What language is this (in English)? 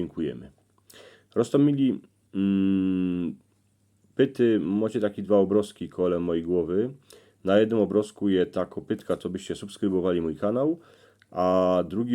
Silesian